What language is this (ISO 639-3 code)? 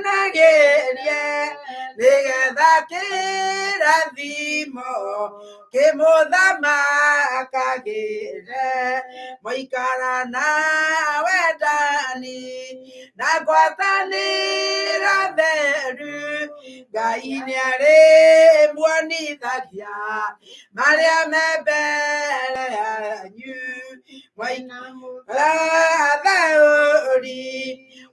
kik